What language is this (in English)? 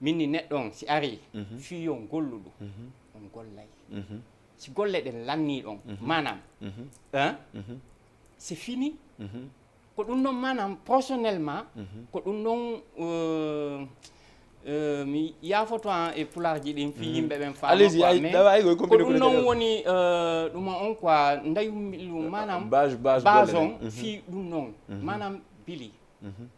Fula